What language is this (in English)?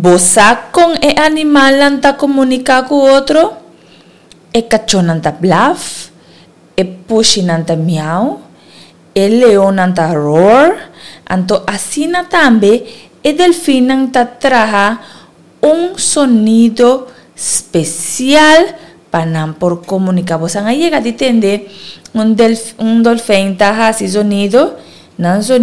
Papiamento